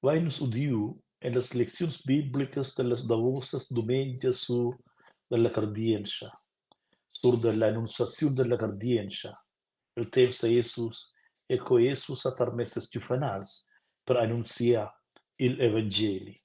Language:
Romansh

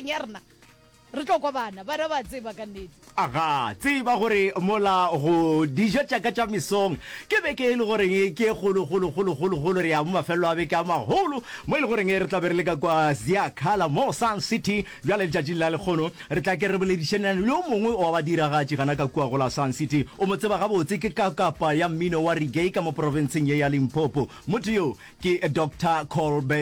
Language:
Northern Sotho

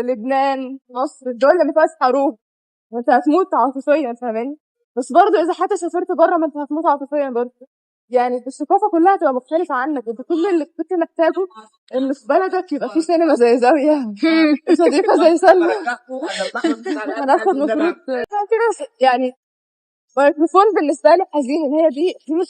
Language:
Egyptian Arabic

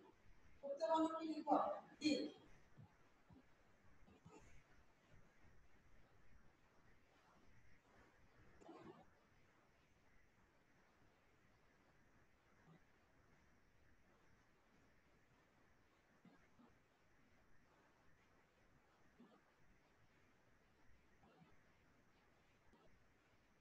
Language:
Bangla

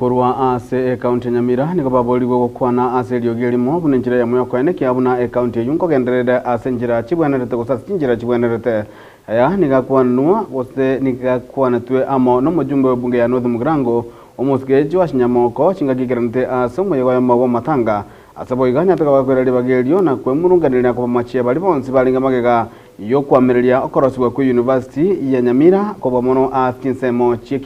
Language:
Gusii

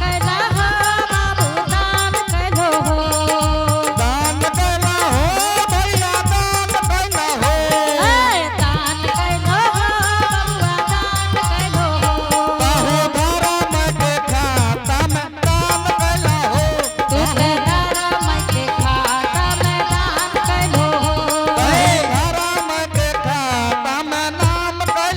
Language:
Angika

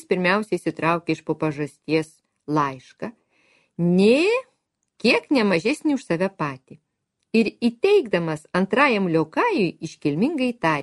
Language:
Lithuanian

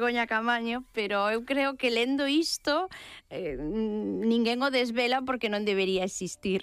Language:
Galician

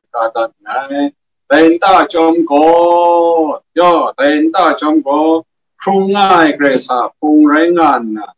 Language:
Kachin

